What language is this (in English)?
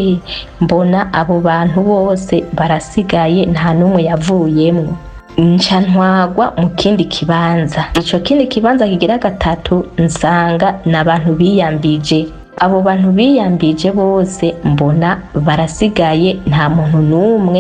Rundi